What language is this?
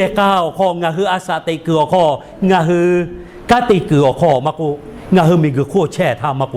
Lahu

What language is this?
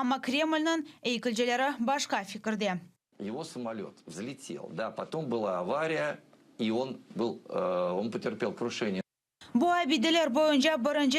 Crimean Tatar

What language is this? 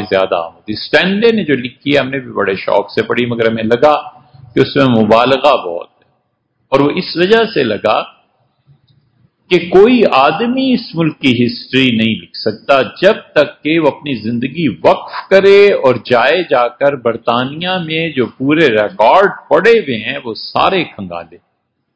Urdu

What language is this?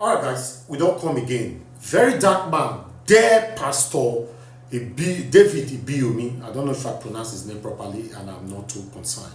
Nigerian Pidgin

